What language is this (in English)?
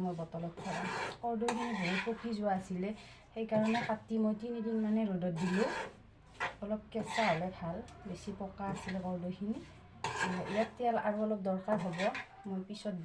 Assamese